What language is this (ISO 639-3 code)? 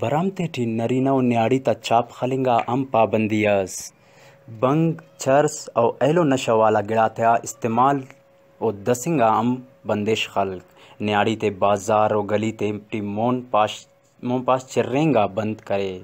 brh